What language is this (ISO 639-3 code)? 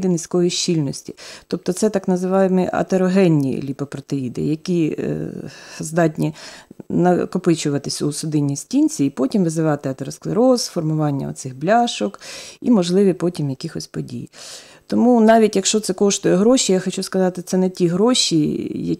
ukr